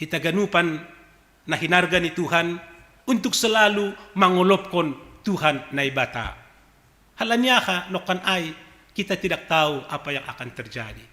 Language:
Batak Simalungun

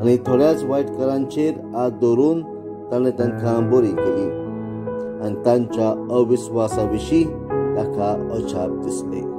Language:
Konkani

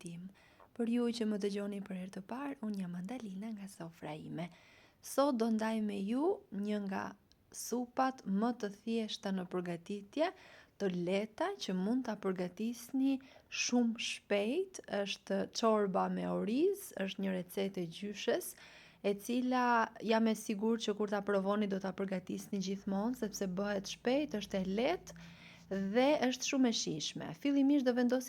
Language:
Albanian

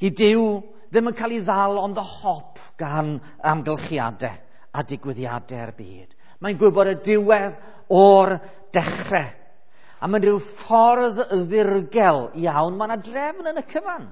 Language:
Welsh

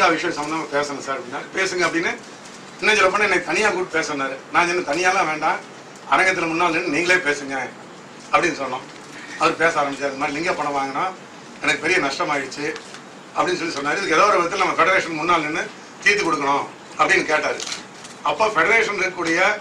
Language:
Tamil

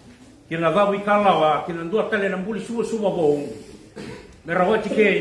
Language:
Fijian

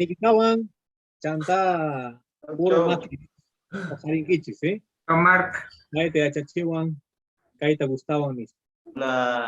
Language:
Quechua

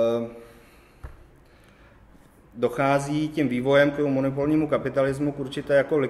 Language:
Czech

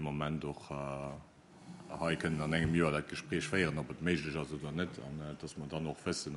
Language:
Luxembourgish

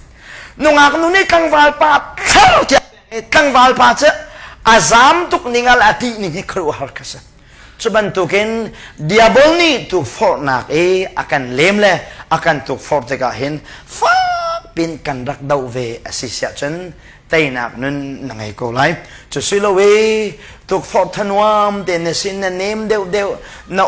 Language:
Hakha Chin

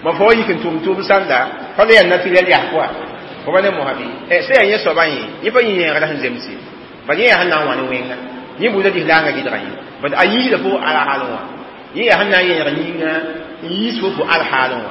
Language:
Mossi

